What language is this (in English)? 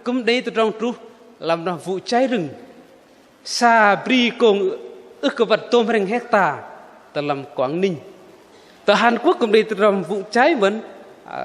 Bahnar